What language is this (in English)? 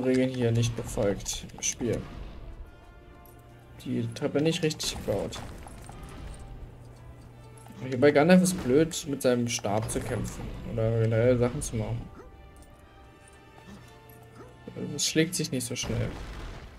German